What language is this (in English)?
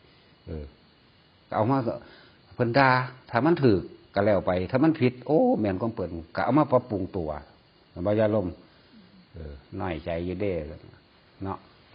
Northeastern Thai